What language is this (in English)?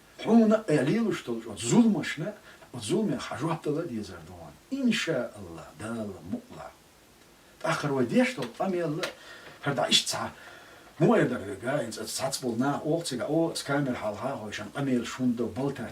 Chechen